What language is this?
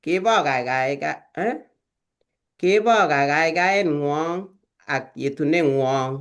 Kalenjin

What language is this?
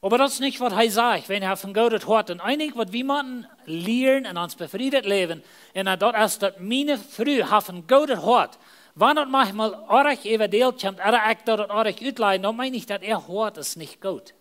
Plautdietsch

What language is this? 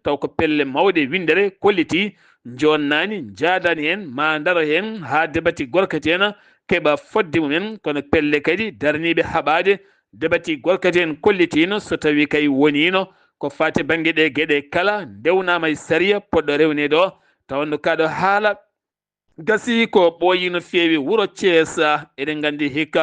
Fula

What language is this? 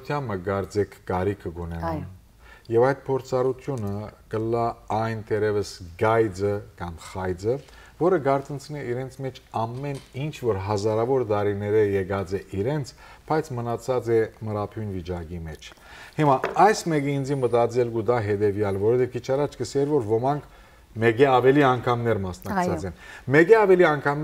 Western Armenian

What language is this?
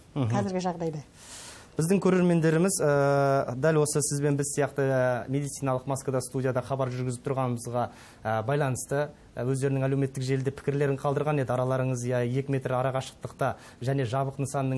Kazakh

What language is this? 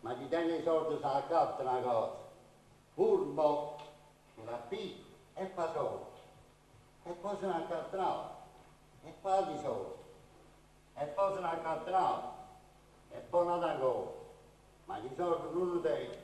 Neapolitan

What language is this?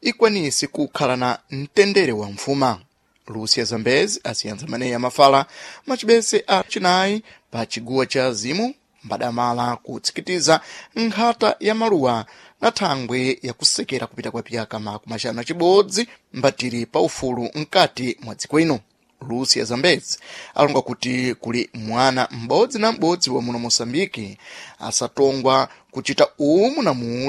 Sena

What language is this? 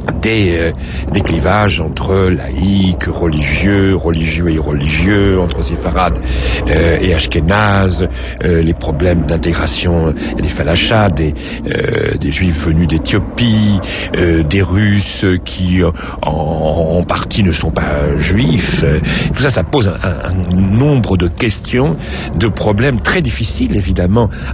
French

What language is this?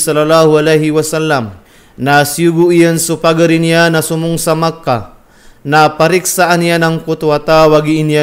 Maranao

